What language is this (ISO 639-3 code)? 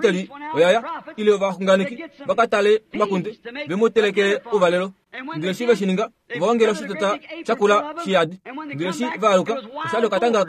kua